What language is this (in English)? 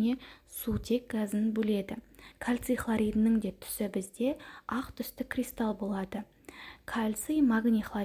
Kazakh